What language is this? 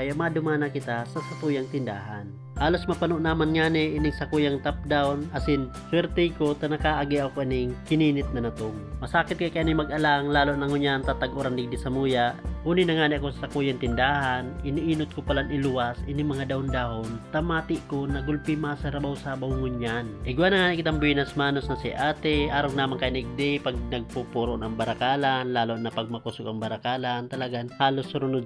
Bikol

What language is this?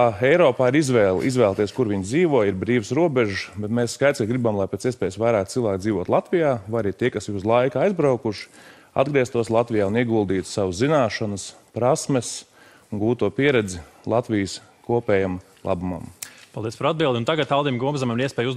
Latvian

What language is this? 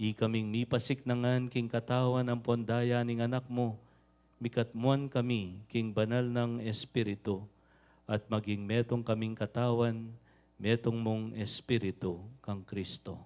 Pampanga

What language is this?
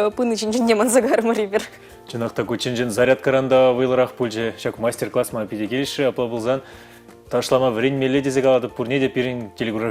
Chuvash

